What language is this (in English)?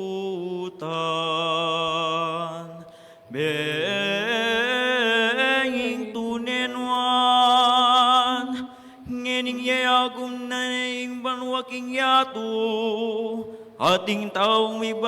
Pampanga